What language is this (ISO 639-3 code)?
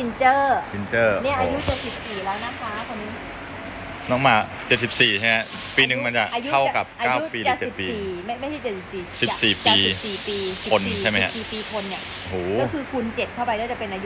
tha